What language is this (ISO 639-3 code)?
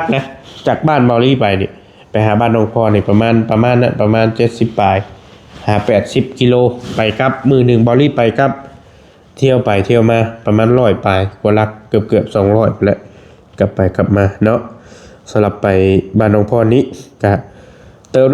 lao